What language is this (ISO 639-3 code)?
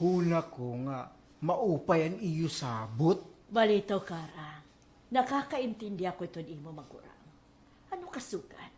war